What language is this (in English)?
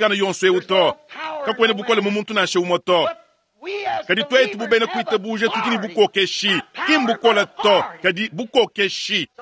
Luba-Lulua